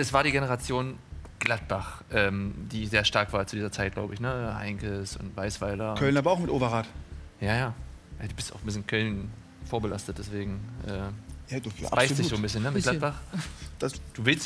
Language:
German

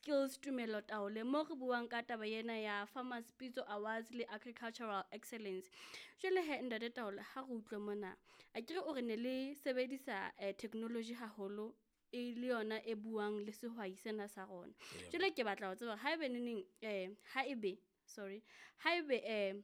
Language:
Southern Sotho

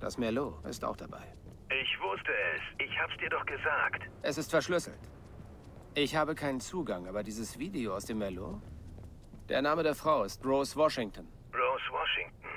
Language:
Bavarian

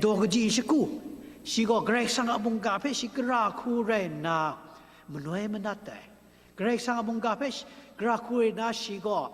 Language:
Kachin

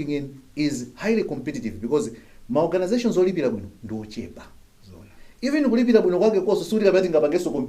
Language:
Nyanja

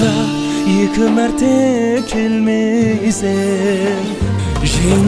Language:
Kara-Kalpak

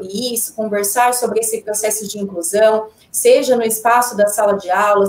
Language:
Portuguese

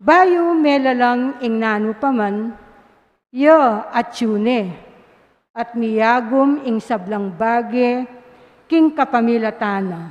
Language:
Pampanga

